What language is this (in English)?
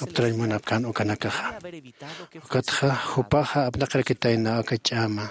Aymara